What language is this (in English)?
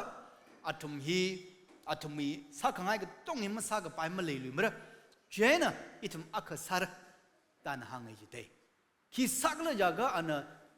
Tangkhul Naga (India)